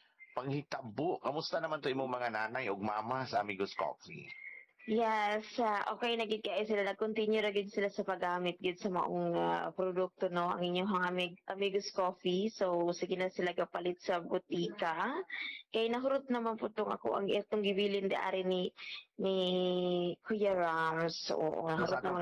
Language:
Cebuano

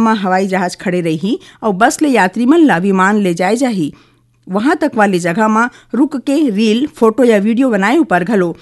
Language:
Chhattisgarhi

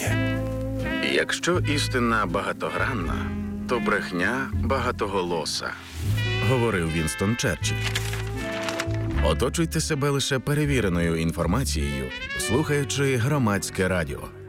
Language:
Ukrainian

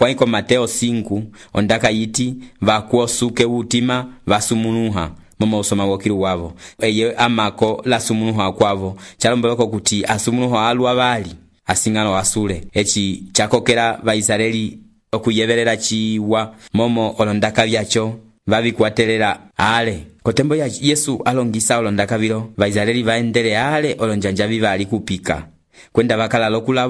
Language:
Umbundu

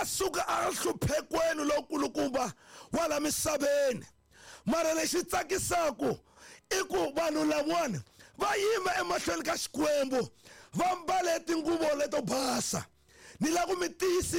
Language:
Tsonga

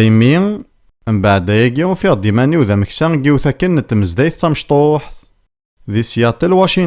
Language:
Kabyle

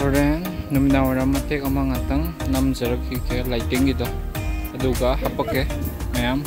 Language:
Manipuri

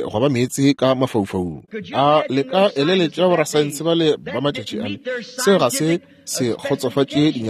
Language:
Northern Sotho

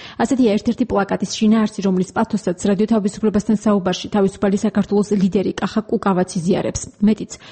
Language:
Georgian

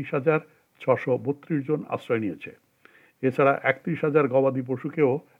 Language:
Bangla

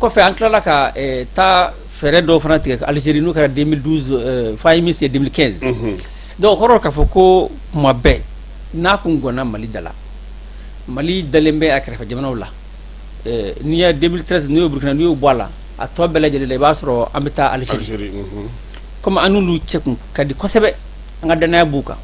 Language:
Bambara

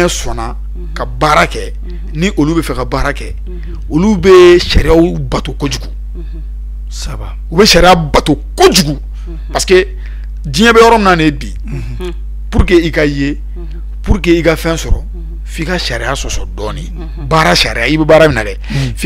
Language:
Bambara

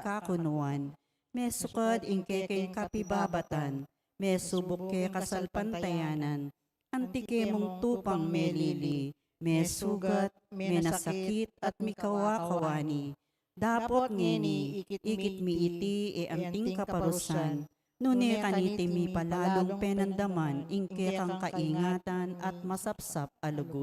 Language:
Pampanga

